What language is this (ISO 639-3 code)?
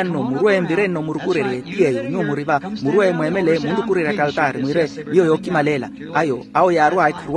vmw